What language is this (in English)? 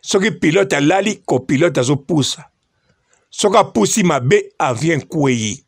Lingala